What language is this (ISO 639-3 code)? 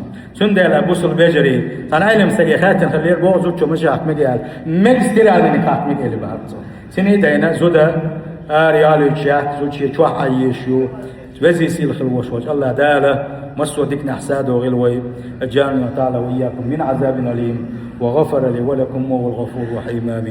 che